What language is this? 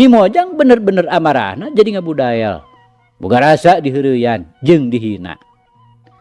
Sundanese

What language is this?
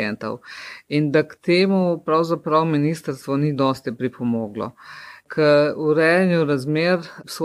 Slovenian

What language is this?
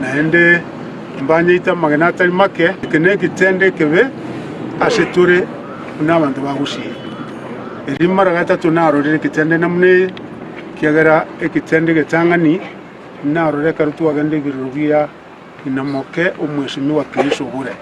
Gusii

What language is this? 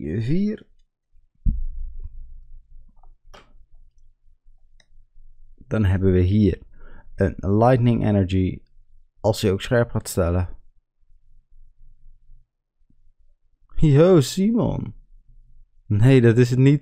Dutch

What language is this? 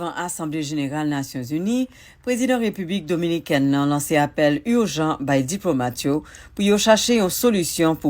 Haitian Creole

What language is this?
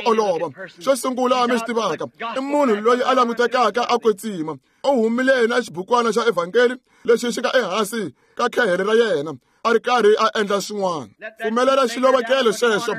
Tsonga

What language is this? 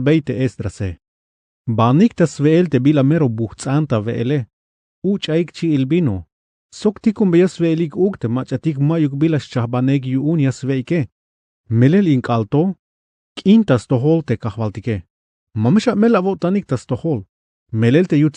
Tzeltal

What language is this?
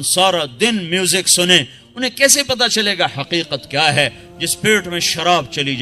Urdu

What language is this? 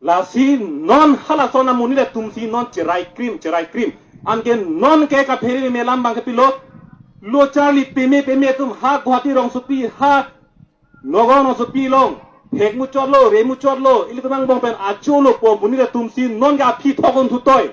Karbi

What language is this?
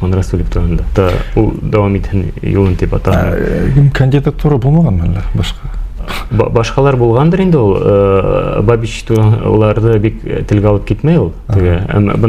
Bashkir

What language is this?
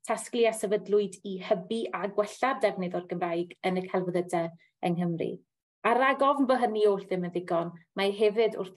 Welsh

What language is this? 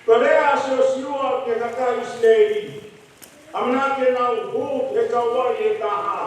Tongan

